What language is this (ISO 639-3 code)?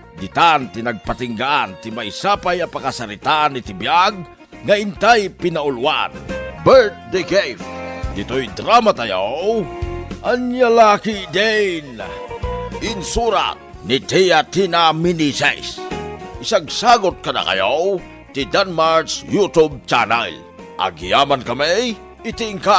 ilo